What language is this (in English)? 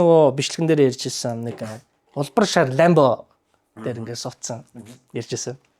Mongolian